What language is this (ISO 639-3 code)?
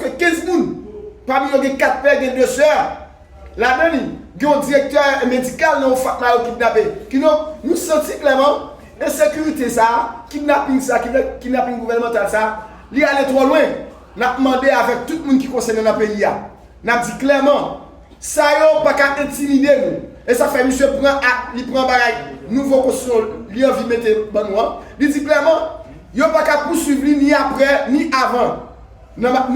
hat